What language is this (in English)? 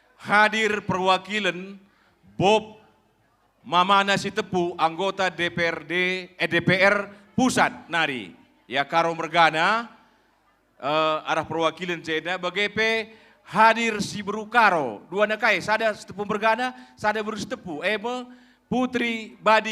Batak Karo